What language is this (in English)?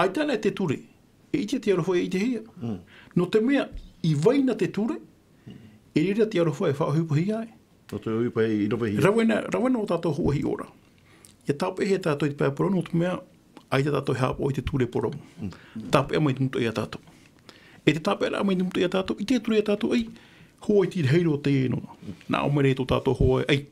Tahitian